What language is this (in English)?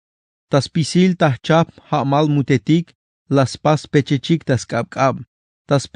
Tzeltal